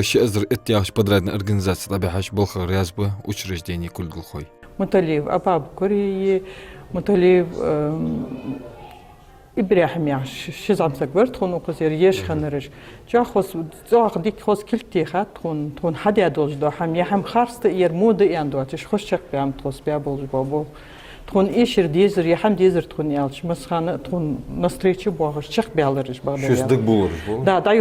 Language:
Ingush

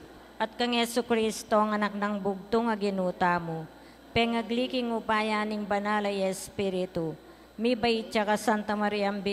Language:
Pampanga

